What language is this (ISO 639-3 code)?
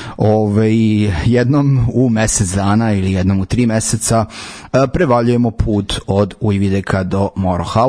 srp